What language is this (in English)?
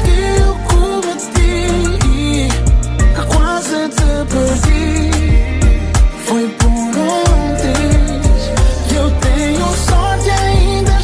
Portuguese